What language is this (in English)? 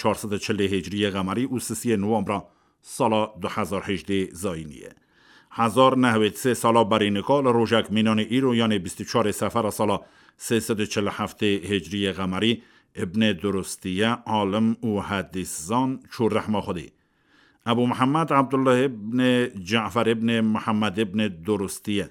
Kurdish